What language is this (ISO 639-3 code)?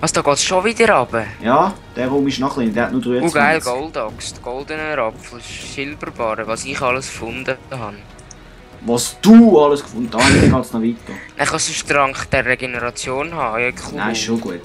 gsw